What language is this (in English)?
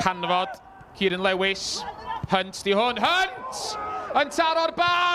Welsh